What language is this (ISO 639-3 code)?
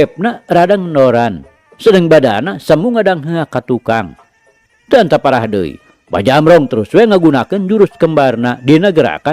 sun